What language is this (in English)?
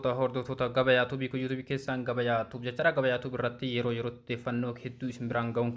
Oromo